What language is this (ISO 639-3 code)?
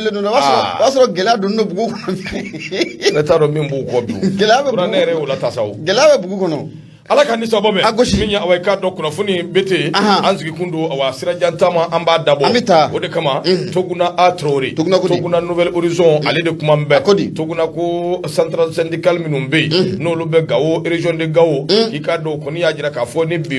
bam